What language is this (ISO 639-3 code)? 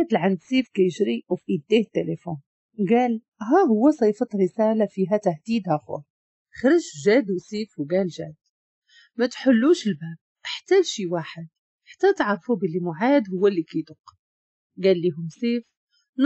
ary